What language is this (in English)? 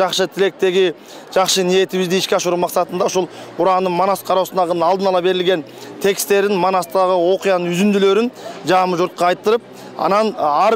Kyrgyz